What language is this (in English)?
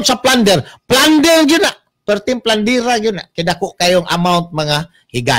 Cebuano